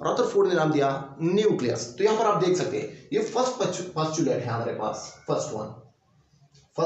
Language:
Hindi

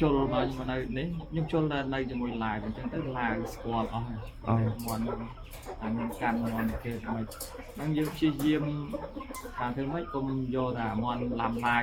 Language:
Khmer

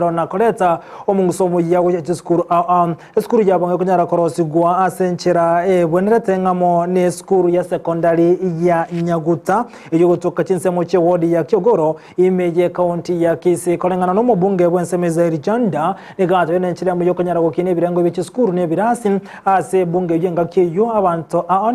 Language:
Gusii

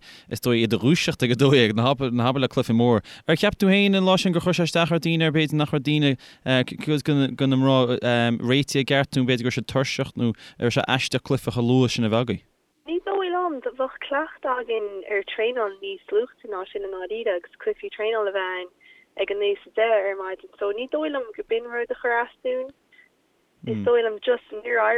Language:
Irish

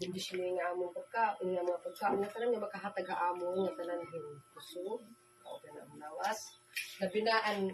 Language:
Waray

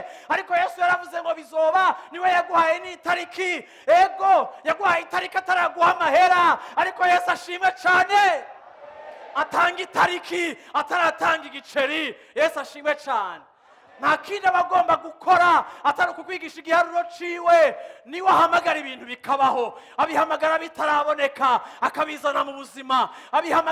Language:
Rundi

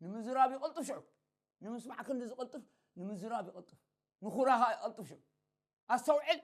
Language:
Tigrinya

